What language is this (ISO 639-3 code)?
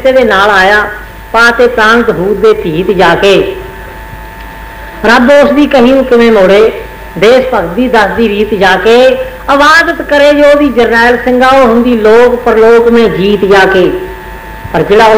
pan